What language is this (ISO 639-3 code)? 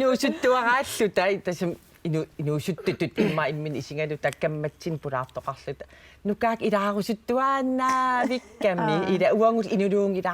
kal